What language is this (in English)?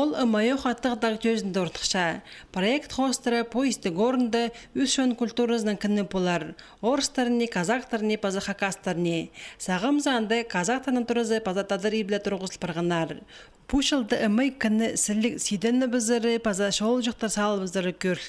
Khakas